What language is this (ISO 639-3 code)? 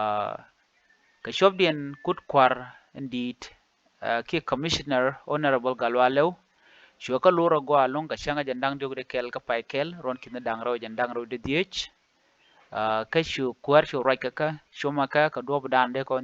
nus